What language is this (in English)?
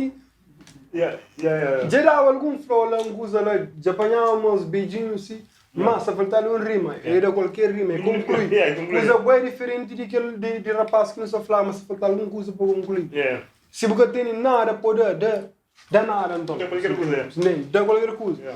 Kabuverdianu